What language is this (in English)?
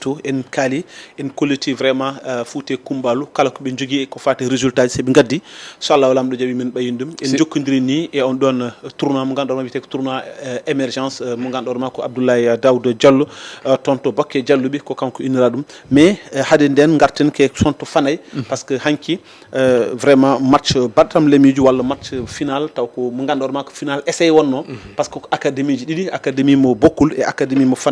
Fula